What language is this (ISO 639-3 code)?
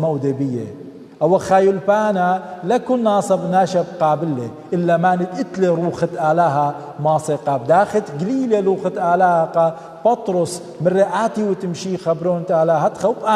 aii